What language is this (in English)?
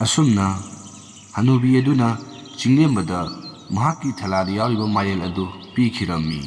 Manipuri